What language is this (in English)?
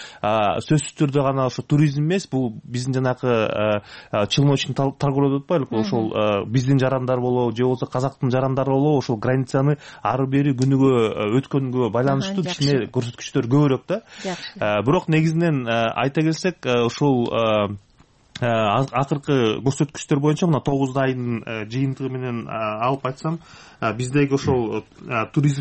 Kyrgyz